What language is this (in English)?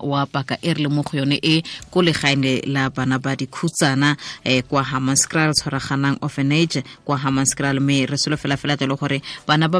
Tswana